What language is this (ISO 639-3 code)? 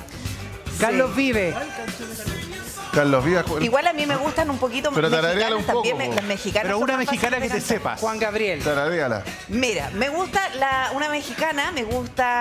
spa